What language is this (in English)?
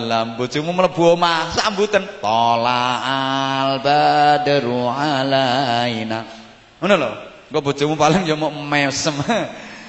Javanese